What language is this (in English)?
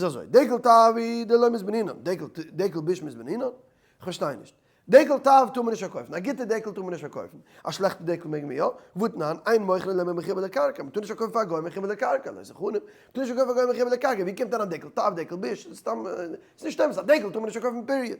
Yiddish